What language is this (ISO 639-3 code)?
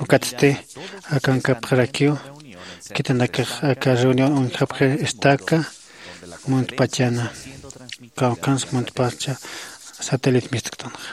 aym